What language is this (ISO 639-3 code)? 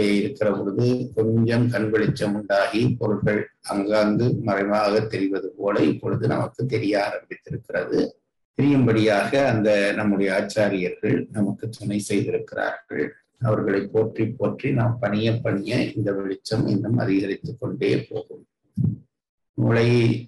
tam